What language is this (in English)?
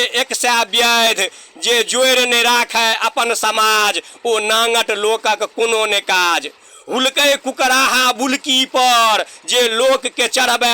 Maithili